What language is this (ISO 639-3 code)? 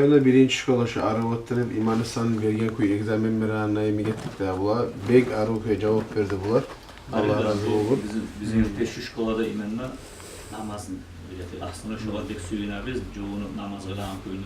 kum